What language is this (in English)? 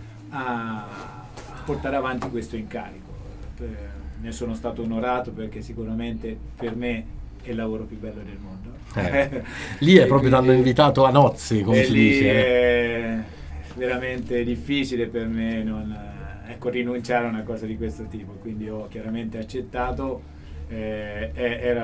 Italian